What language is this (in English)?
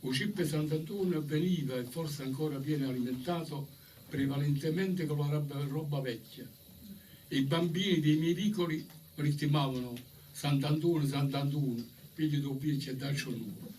Neapolitan